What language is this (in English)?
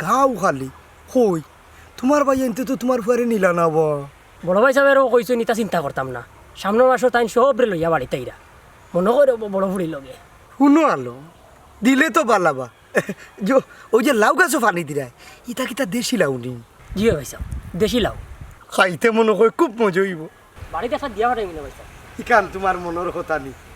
Sylheti